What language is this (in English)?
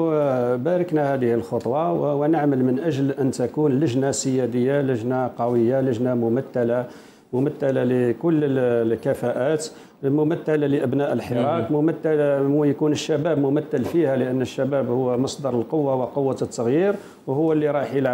Algerian Arabic